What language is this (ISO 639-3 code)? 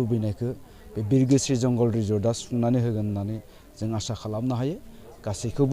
brx